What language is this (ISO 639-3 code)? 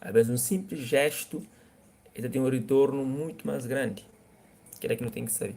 kea